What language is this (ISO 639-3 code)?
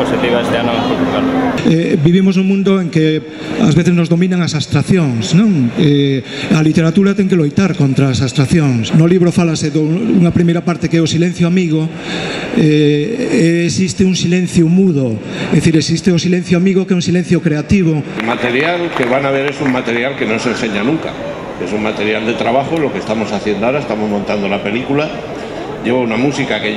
glg